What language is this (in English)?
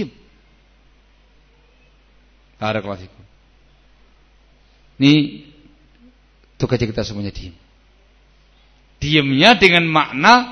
Indonesian